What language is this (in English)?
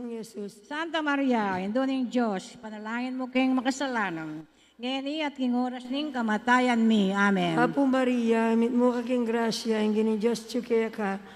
Pampanga